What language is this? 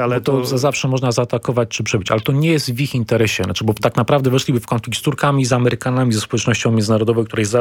Polish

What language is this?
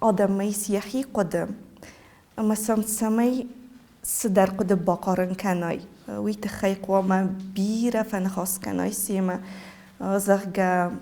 Ossetic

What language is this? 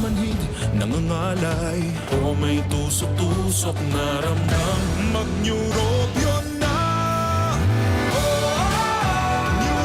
Bikol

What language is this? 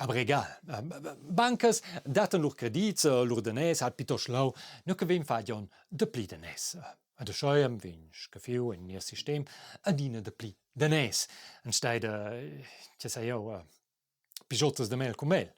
Romansh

